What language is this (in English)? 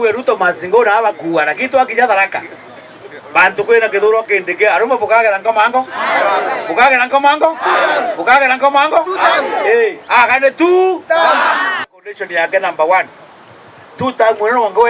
Meru